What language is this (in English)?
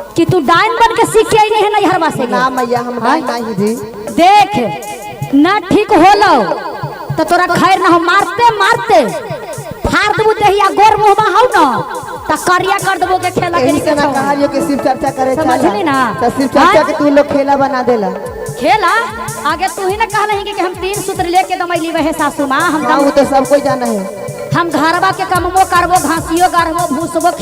Magahi